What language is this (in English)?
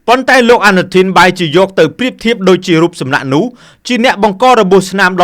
Khmer